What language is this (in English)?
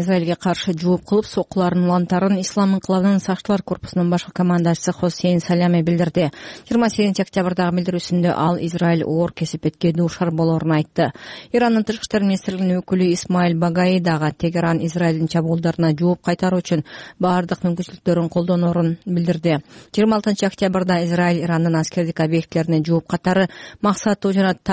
Kyrgyz